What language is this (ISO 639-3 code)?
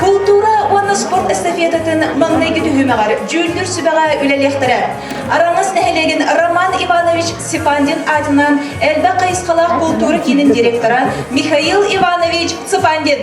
sah